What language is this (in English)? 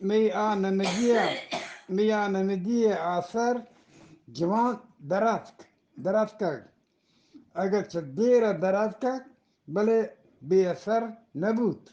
Eastern Balochi